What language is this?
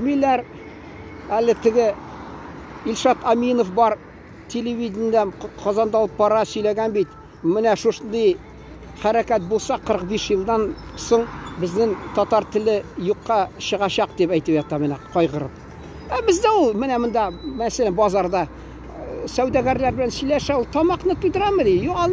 Tatar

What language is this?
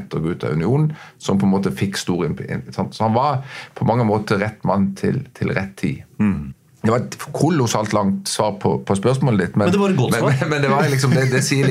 Norwegian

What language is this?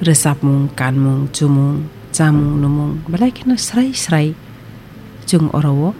Kok Borok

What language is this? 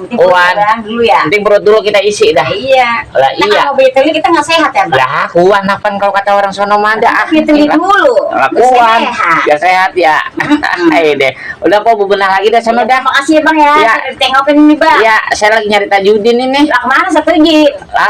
Betawi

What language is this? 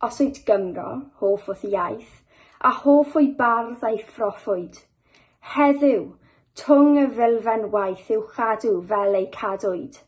Welsh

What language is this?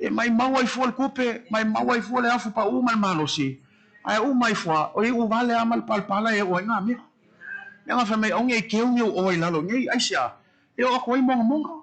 Samoan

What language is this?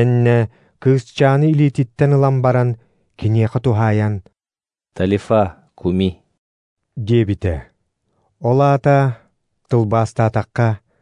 Yakut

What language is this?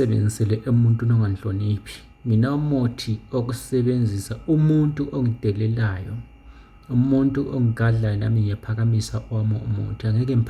Zulu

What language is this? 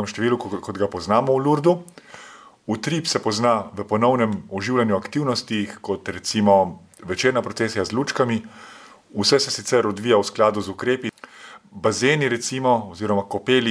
Slovenian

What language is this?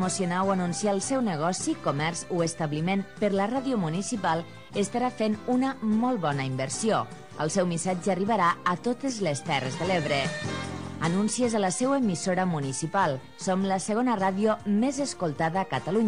Catalan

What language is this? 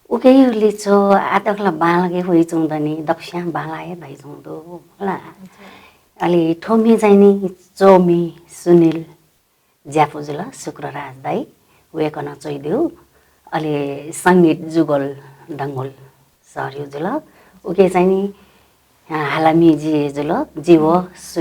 Newari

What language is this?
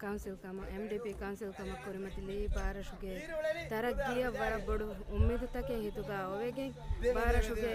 Divehi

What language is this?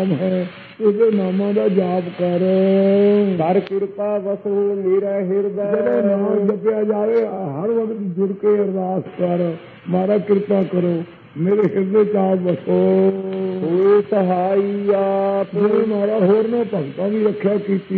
Punjabi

